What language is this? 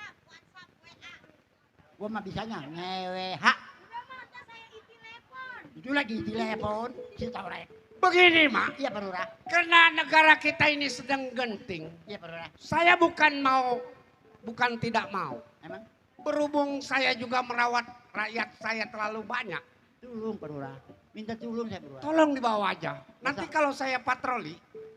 Betawi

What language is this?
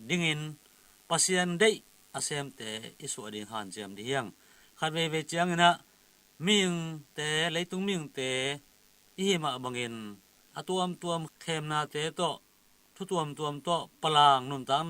Tedim Chin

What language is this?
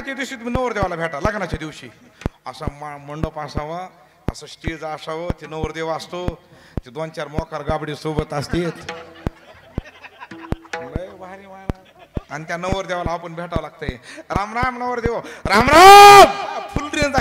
Marathi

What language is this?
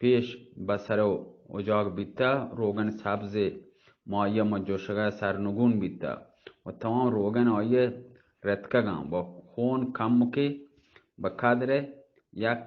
Baluchi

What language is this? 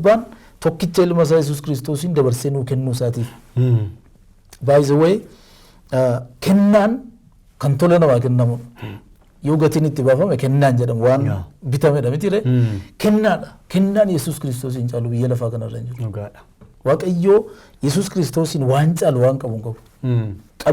Oromo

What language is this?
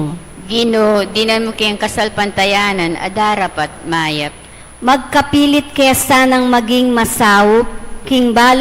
Pampanga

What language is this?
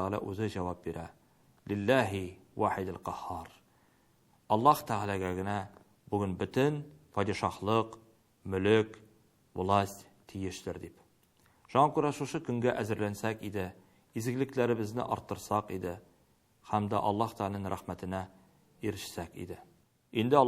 Tatar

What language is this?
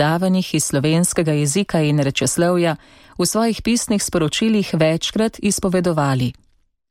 Slovenian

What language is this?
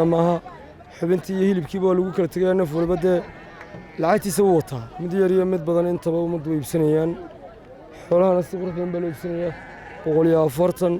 Somali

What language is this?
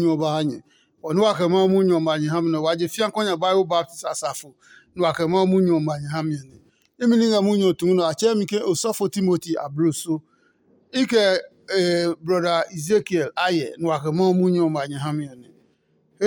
Adangme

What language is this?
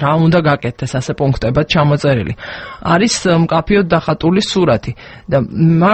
Georgian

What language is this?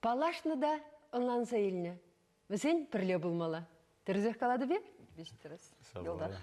Chuvash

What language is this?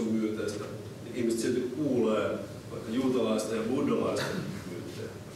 Finnish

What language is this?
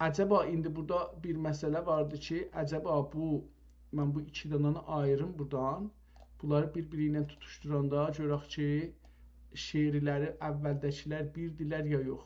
South Azerbaijani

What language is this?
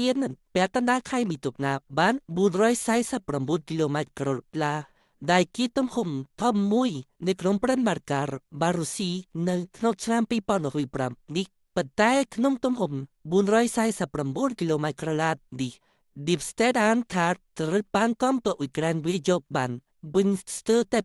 Khmer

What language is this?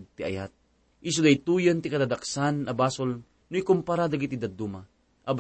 Iloko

